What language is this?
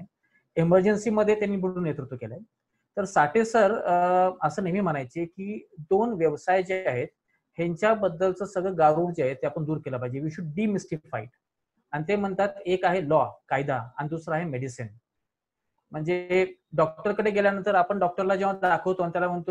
Marathi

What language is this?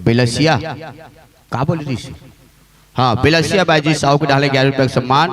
Chhattisgarhi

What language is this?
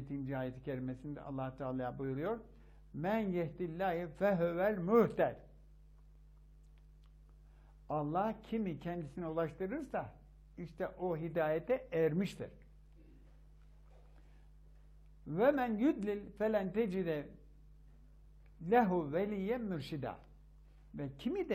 Turkish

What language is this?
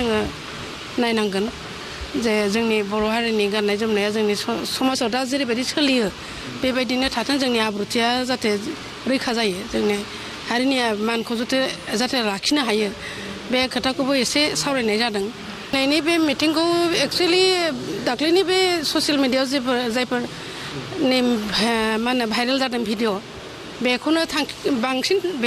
Bodo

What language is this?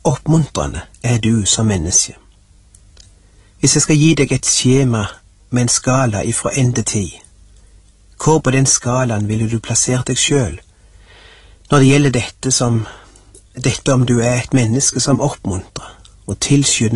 Norwegian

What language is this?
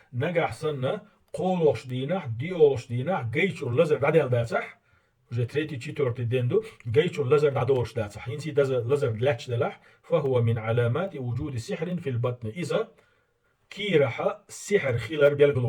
Chechen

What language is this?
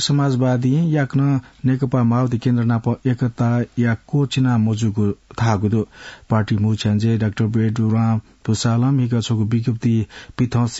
Newari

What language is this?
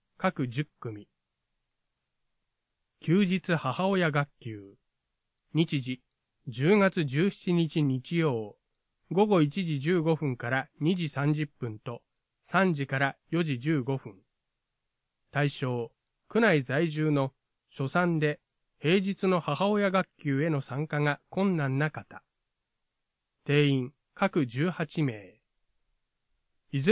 Japanese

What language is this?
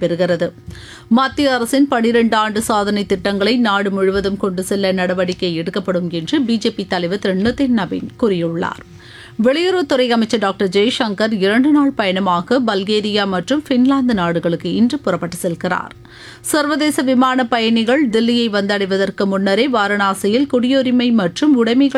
Tamil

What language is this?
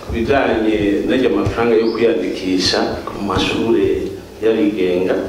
Rundi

